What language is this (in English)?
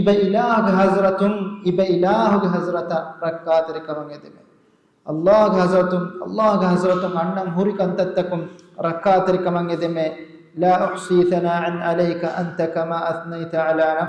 Divehi